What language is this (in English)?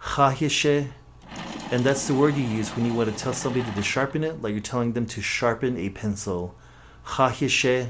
Navajo